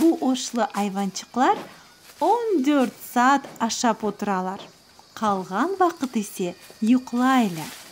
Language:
Crimean Tatar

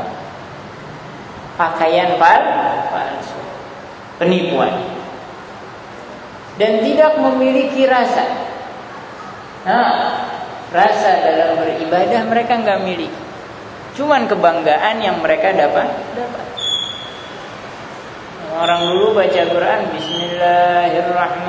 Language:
Indonesian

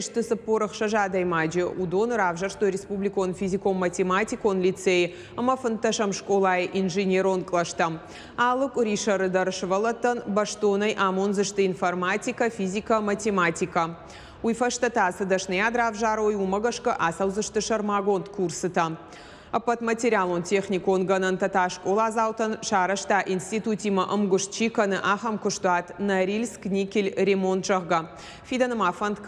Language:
Ossetic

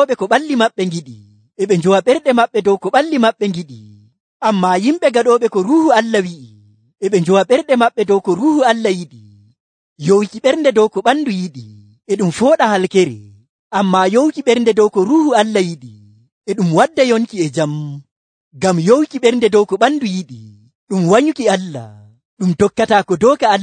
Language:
Nigerian Fulfulde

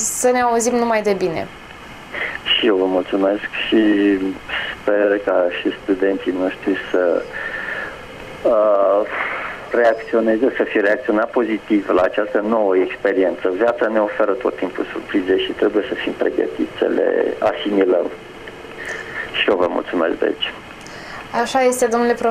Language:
Romanian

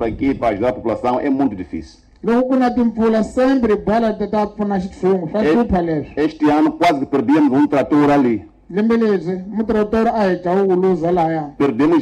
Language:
Tsonga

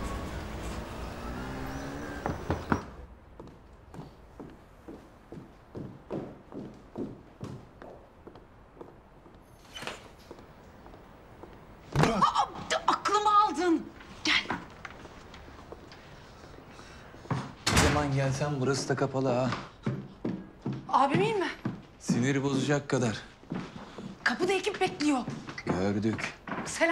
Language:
Turkish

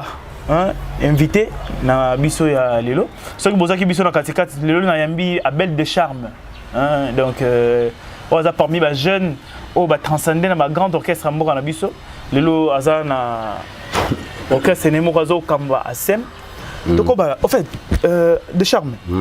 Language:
Lingala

